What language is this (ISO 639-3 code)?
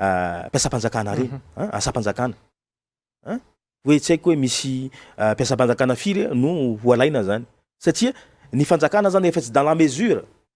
mlg